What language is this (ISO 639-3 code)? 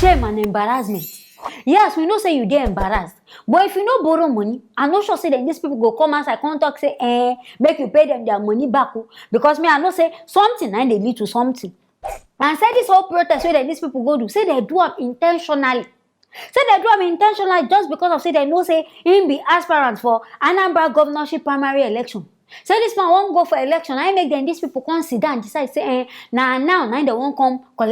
pcm